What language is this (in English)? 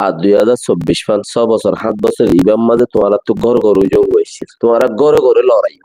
Rohingya